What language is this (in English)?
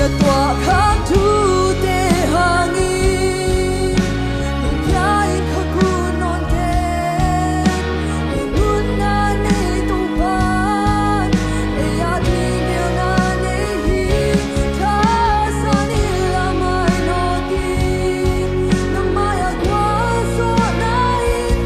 Tedim Chin